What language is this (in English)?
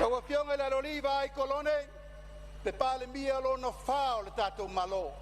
Samoan